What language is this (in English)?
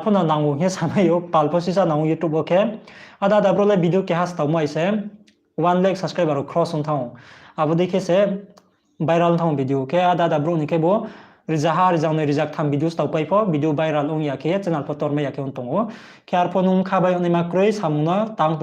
Riang (India)